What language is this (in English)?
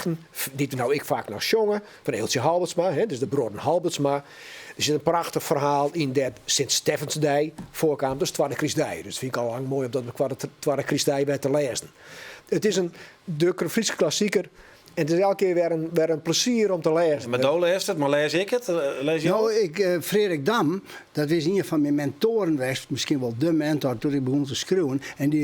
Western Frisian